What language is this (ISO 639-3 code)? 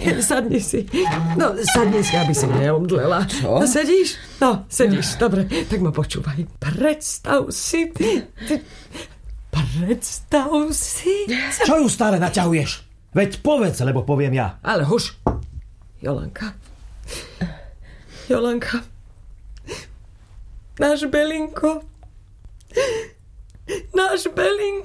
slk